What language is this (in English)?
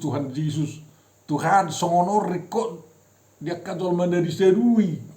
Batak Toba